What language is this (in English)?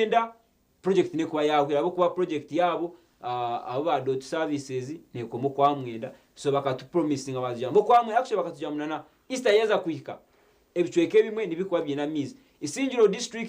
Nyankole